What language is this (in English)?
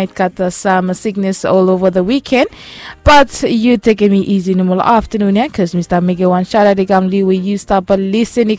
Bislama